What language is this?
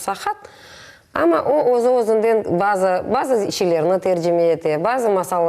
Crimean Tatar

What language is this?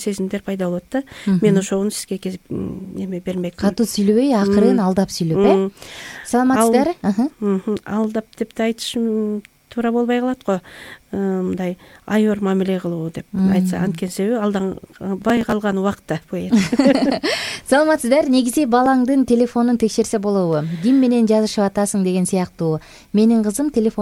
Kyrgyz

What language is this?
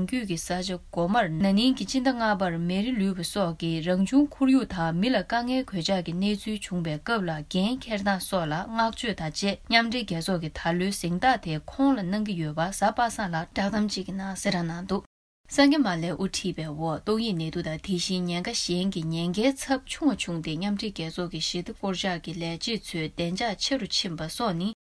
Tibetan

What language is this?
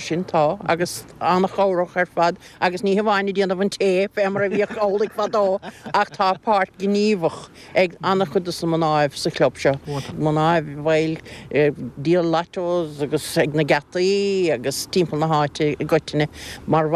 Irish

